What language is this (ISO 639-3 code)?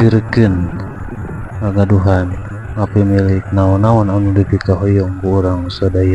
sun